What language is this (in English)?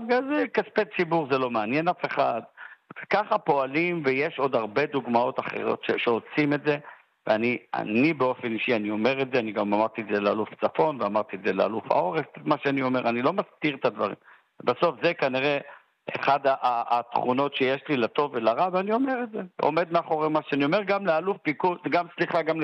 Hebrew